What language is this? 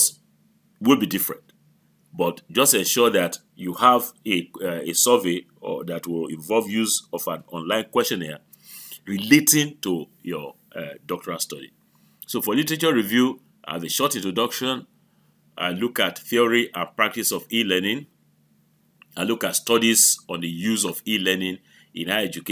English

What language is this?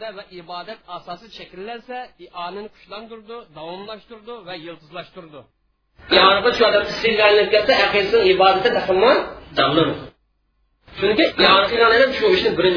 Uyghur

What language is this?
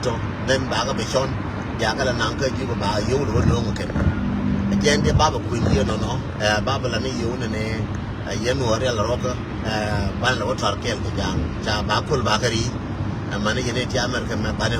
Nuer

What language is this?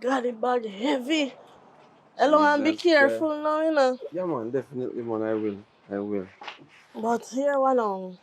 Jamaican Creole English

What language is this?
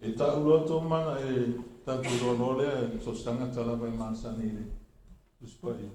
Samoan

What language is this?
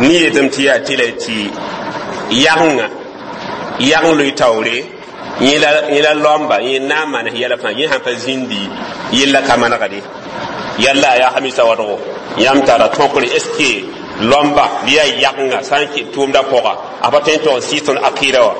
Mossi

